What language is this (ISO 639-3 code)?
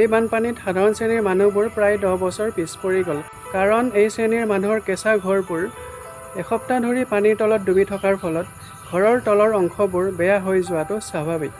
asm